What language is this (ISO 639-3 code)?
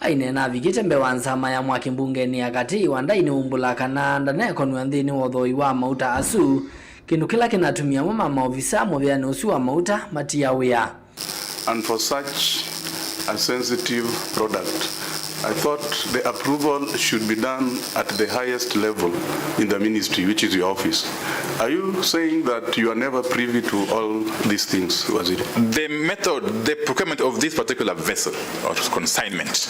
kam